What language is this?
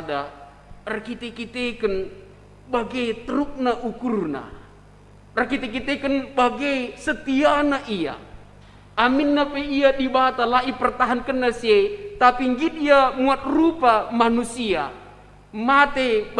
Batak Karo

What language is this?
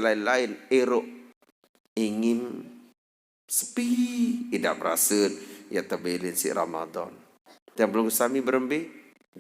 Sasak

